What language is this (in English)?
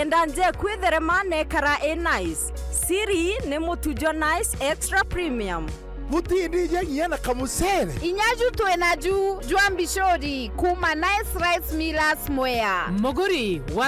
Meru